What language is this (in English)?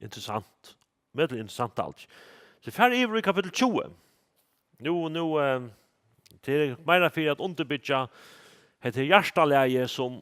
Faroese